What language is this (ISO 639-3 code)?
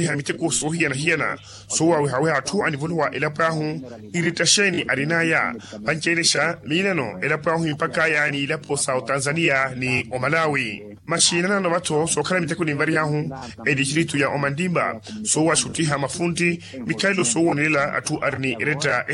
vmw